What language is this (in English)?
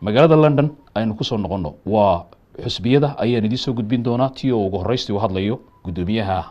Somali